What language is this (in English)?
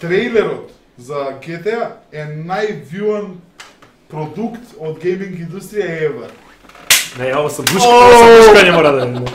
Macedonian